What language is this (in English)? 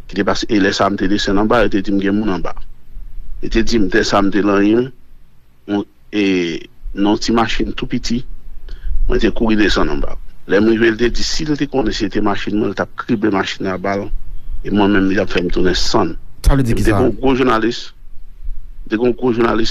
Haitian Creole